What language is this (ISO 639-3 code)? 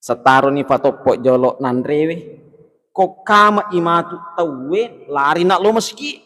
bug